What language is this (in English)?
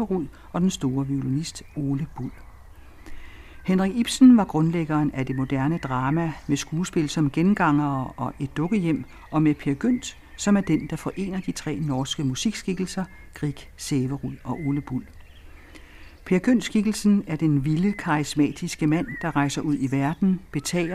Danish